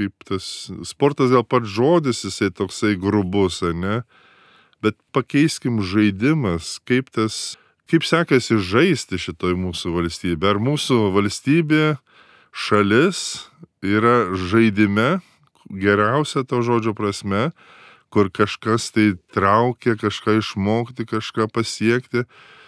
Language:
Lithuanian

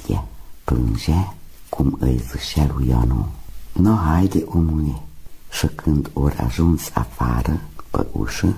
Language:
Romanian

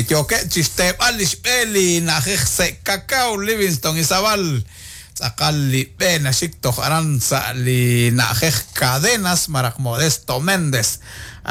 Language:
Kekchí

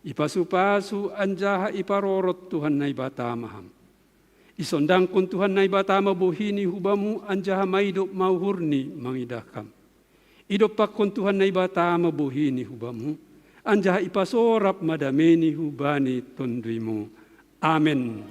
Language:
Batak Simalungun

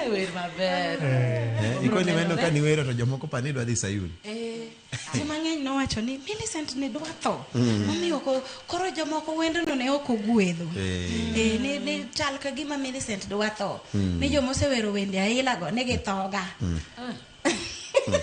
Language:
Luo (Kenya and Tanzania)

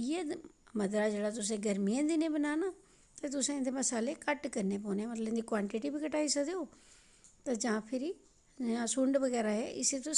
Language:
Dogri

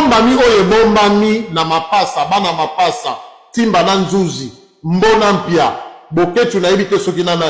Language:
Lingala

